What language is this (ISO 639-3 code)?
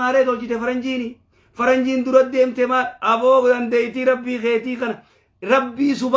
orm